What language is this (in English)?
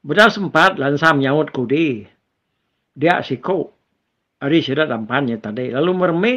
Iban